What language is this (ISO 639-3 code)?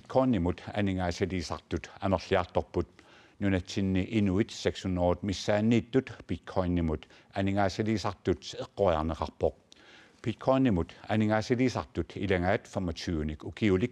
kal